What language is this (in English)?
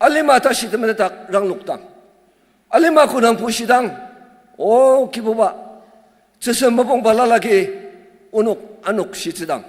Ao Naga